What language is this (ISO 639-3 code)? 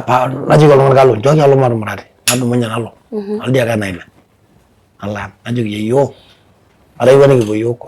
mas